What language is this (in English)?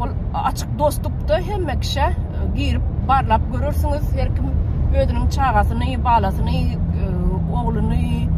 Turkmen